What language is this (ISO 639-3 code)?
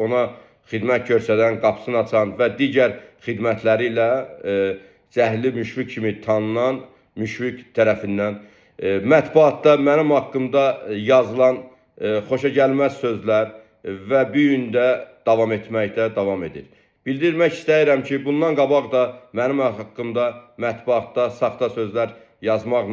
aze